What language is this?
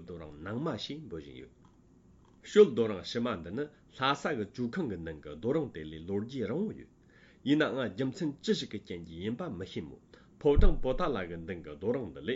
Tibetan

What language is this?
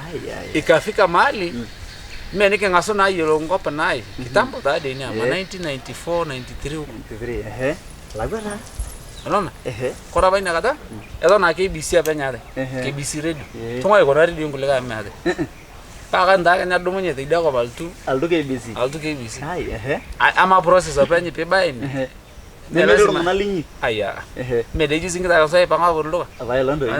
Masai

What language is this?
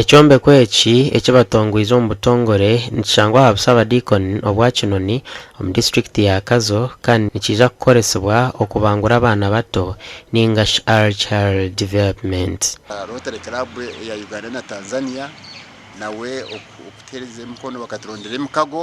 Nyankole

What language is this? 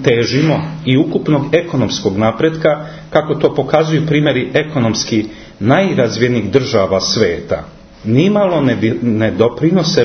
Croatian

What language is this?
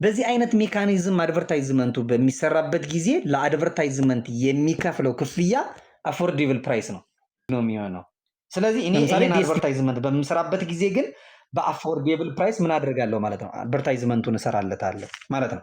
Amharic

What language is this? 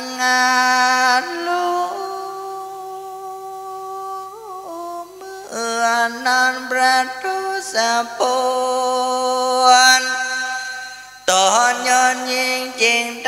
Thai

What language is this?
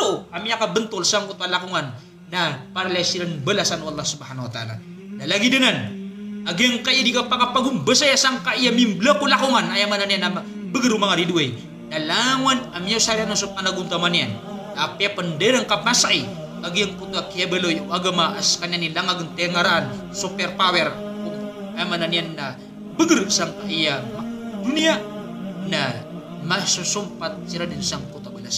Maranao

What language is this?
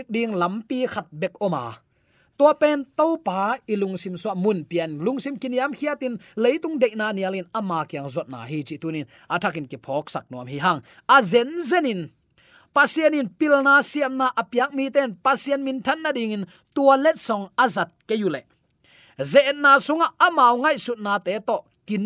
Tedim Chin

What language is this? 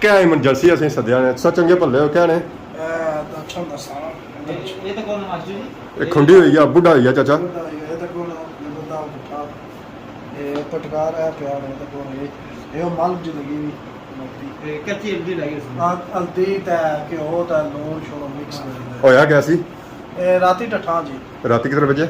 Pahari-Potwari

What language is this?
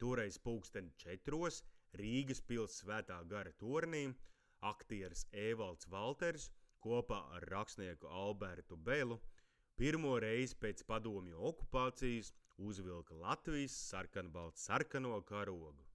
Latvian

